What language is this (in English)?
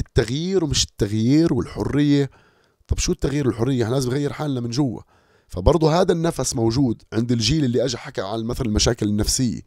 North Levantine Arabic